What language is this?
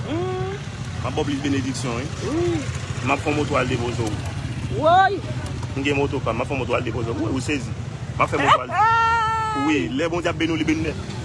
Haitian Creole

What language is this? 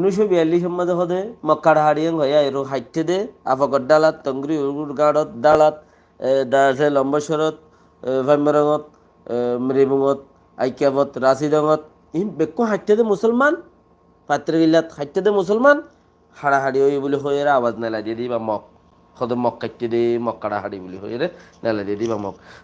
Rohingya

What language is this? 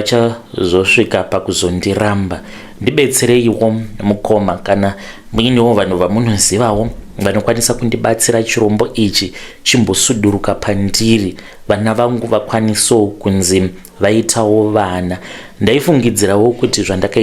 Shona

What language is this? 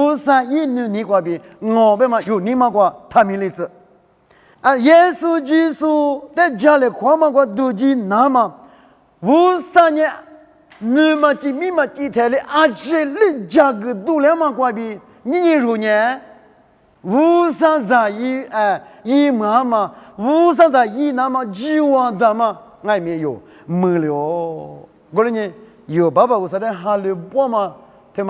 Lisu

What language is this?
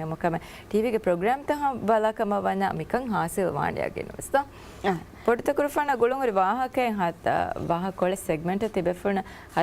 Divehi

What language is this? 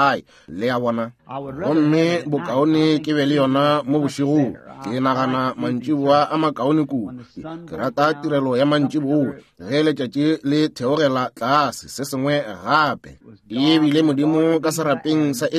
Northern Sotho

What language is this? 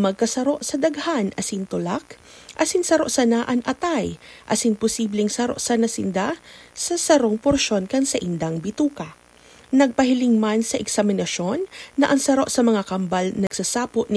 Bikol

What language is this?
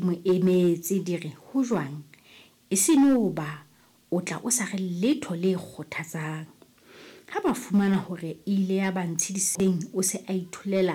Southern Sotho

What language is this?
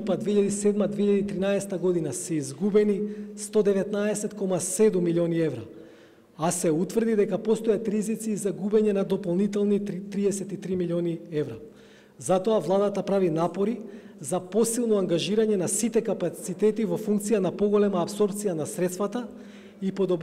Macedonian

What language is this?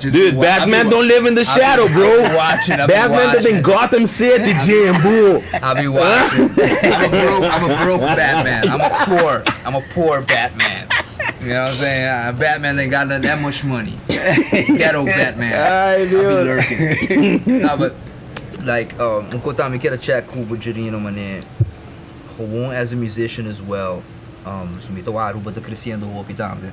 Papiamento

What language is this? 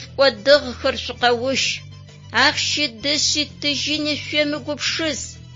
Adyghe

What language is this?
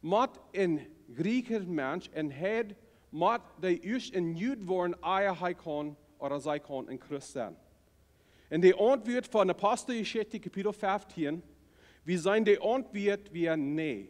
Plautdietsch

